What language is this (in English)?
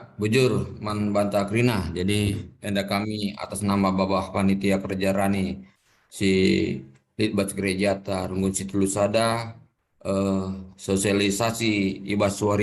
Batak Karo